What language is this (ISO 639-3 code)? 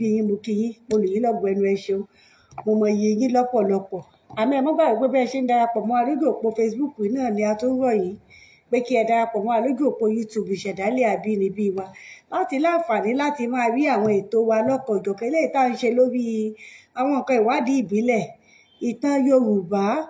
yor